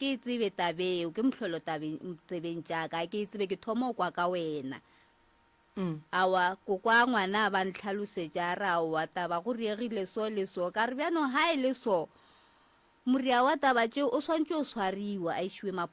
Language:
Northern Sotho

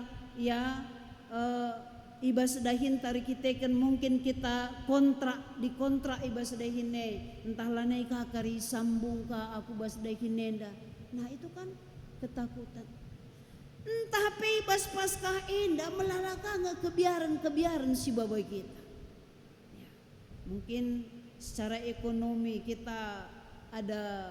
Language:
Batak Karo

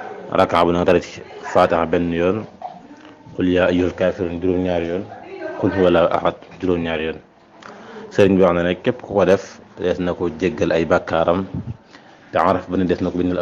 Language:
Wolof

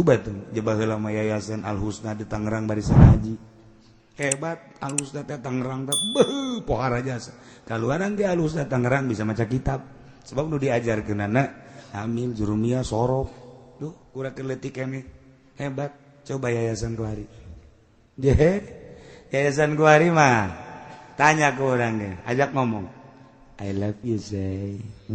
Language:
Sundanese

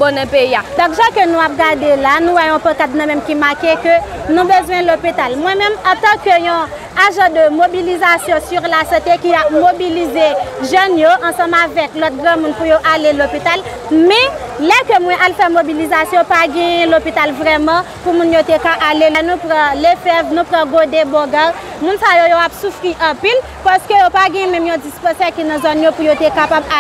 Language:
Haitian Creole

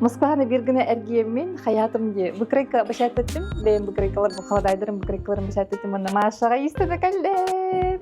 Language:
Yakut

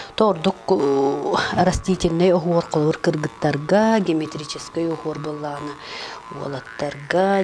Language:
Yakut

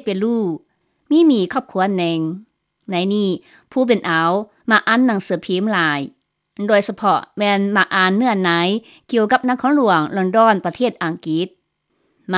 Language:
Lao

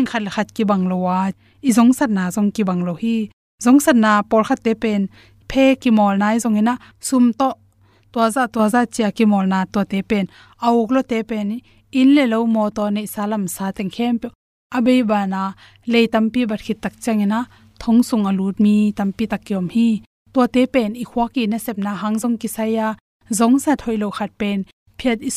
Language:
Tedim Chin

